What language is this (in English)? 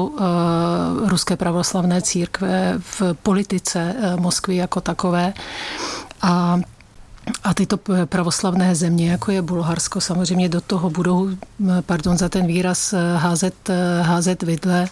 Czech